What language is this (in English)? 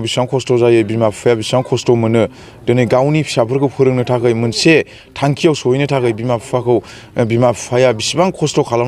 Bodo